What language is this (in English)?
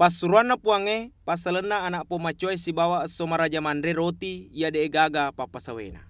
Buginese